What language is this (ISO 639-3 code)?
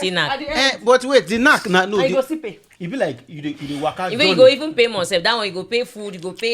pcm